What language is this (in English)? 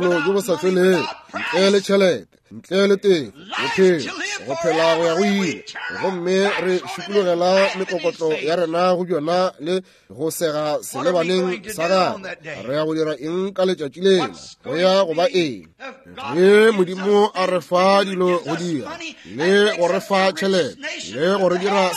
Northern Sotho